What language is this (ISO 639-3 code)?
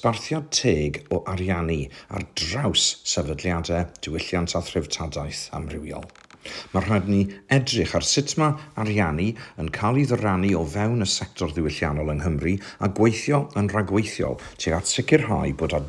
cym